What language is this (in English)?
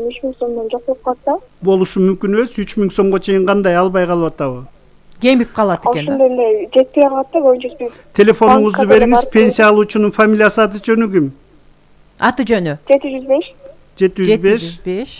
Kyrgyz